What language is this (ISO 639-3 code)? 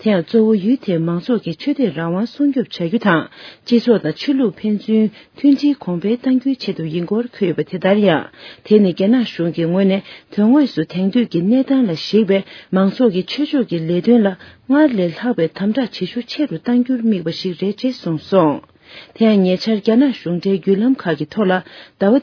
bod